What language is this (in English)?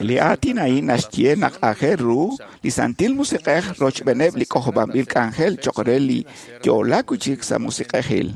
Kekchí